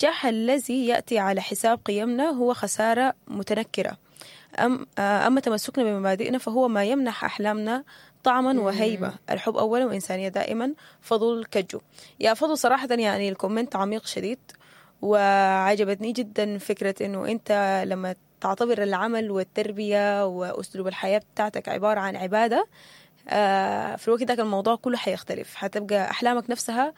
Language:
Sudanese Arabic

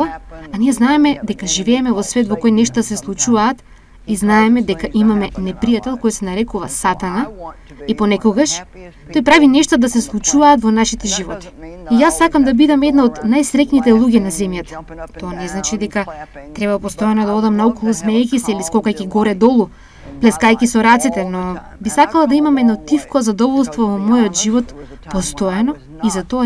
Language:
Macedonian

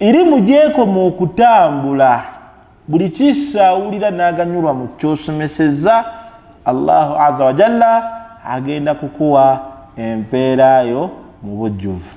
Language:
Ganda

